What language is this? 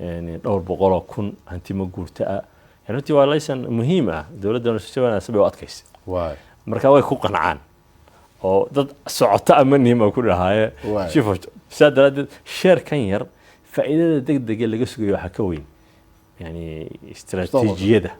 Somali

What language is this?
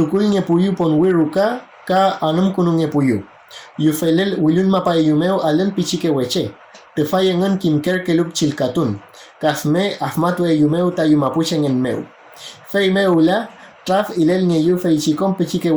Mapuche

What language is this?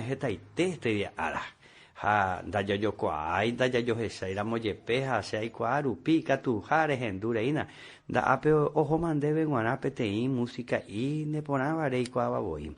Guarani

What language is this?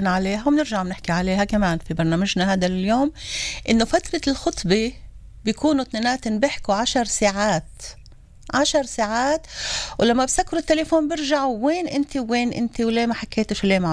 North Levantine Arabic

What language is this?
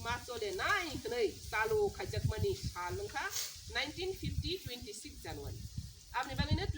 Kok Borok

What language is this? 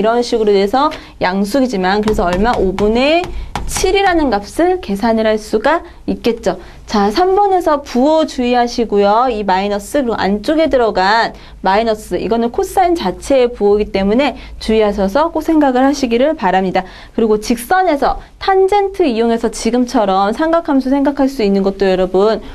Korean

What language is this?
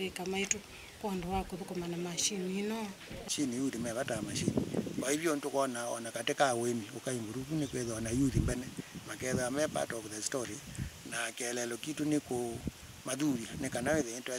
Kamba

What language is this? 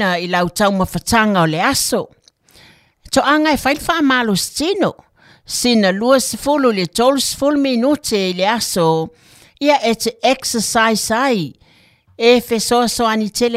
Samoan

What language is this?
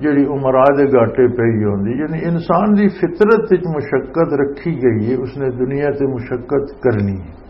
Western Panjabi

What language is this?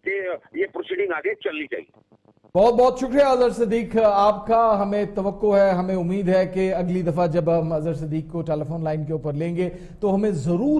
Urdu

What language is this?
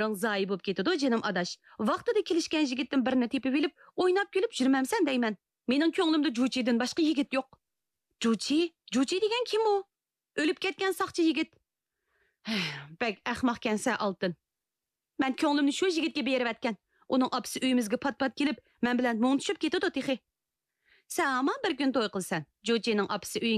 Uyghur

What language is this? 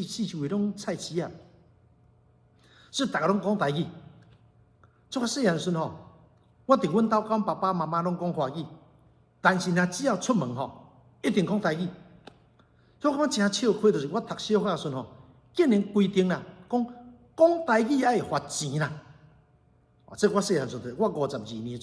Min Nan Chinese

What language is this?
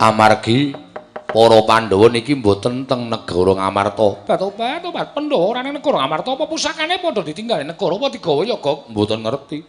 Javanese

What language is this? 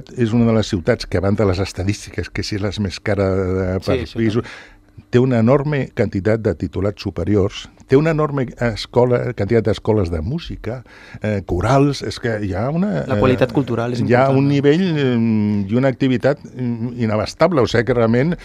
Catalan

